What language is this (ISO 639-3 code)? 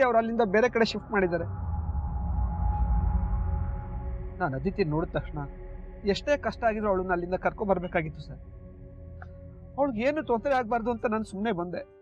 kan